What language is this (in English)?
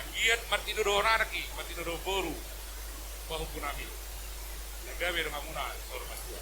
Batak Toba